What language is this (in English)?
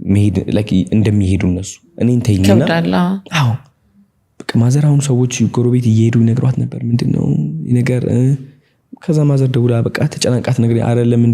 Amharic